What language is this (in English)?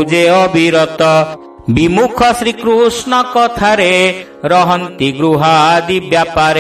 Odia